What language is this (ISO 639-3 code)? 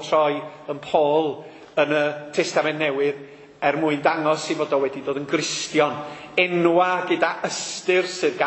cym